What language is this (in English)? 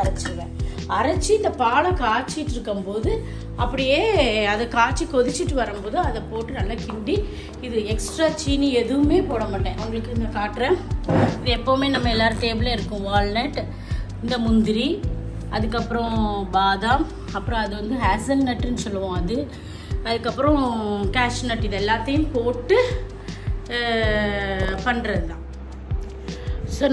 Tamil